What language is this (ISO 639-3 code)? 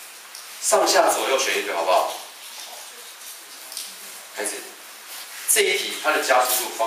zho